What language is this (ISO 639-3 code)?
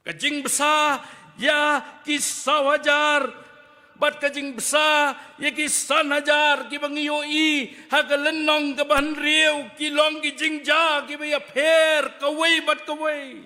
kha